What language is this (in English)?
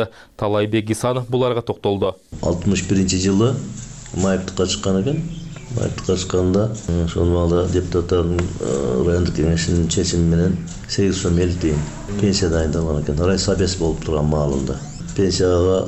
Kyrgyz